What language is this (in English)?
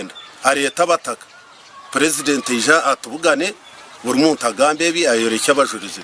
Nyankole